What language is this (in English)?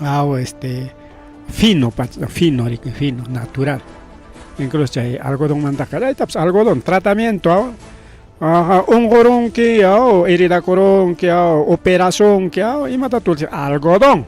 Ayacucho Quechua